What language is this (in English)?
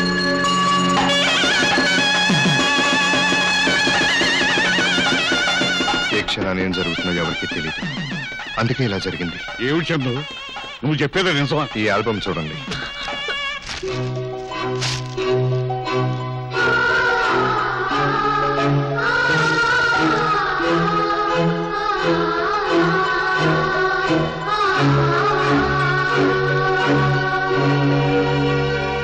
Telugu